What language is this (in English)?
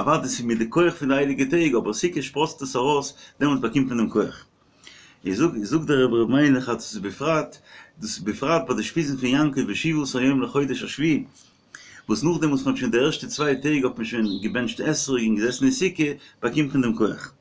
Yiddish